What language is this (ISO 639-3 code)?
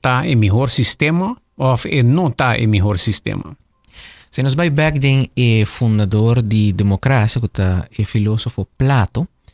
pap